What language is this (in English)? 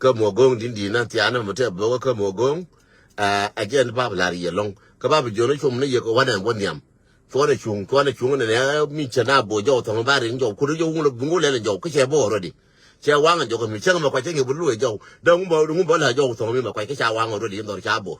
Nuer